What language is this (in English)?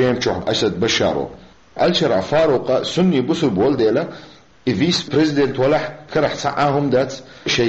Chechen